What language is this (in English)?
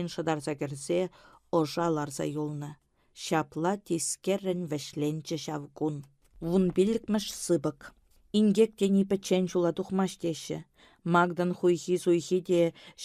Chuvash